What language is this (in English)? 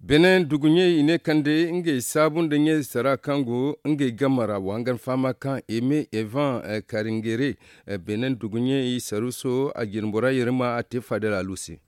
Zarma